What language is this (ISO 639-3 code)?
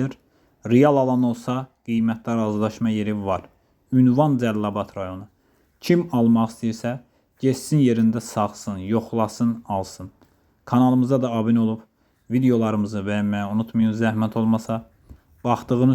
aze